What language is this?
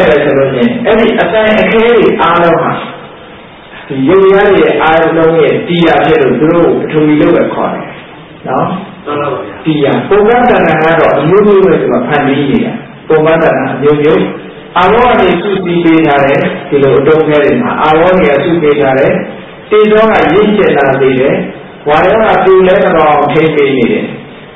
Burmese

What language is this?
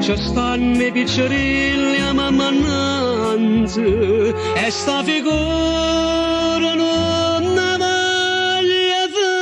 Neapolitan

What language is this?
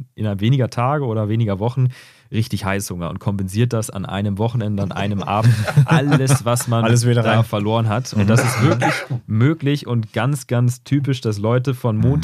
German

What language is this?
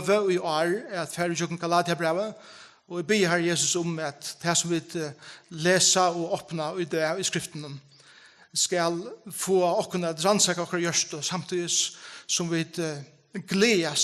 Faroese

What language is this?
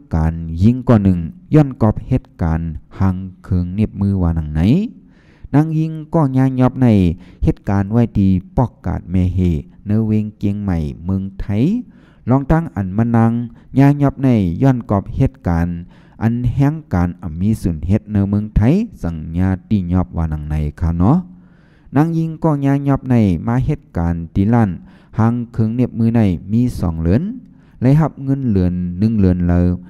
Shan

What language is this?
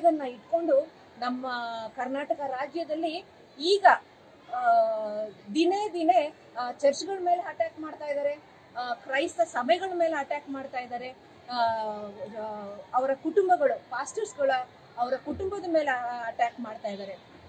Kannada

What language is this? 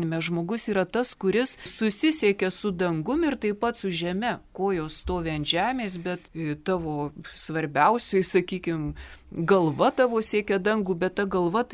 Lithuanian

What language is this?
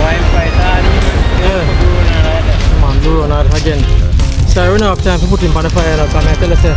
Jamaican Creole English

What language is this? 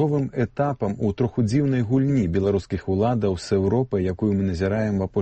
Belarusian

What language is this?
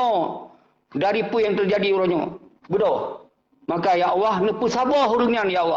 Achinese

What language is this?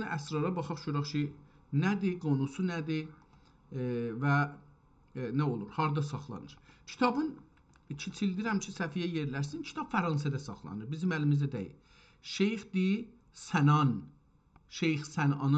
South Azerbaijani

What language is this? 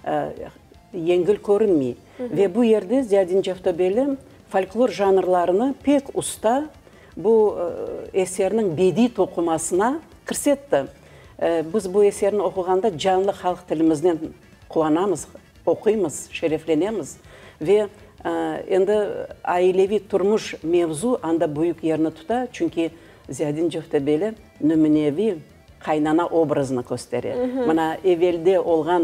Crimean Tatar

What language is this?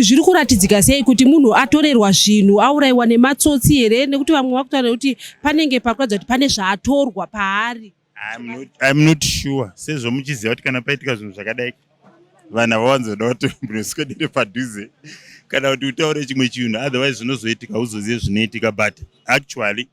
Shona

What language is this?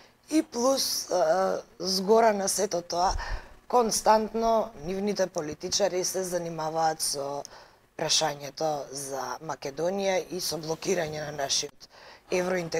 Macedonian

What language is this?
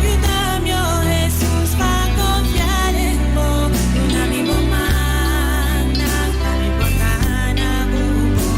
Papiamento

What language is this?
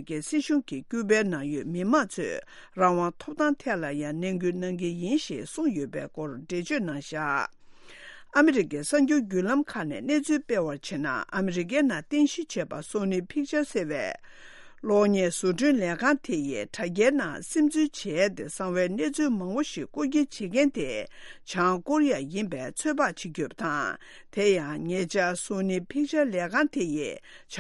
Tibetan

